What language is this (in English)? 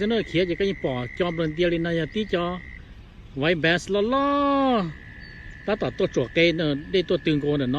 Hmong